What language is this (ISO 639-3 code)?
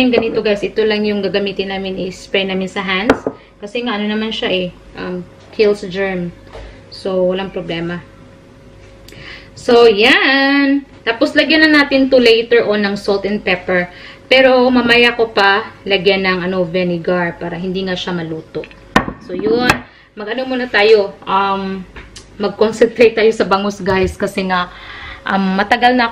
fil